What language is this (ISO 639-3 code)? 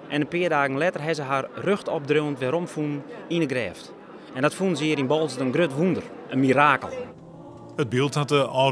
fry